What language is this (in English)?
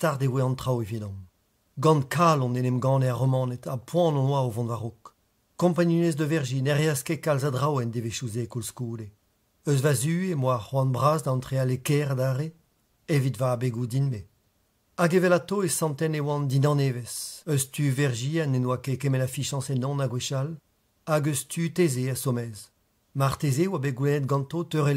Breton